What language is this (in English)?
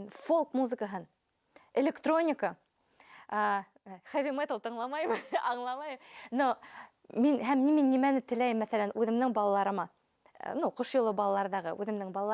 Bashkir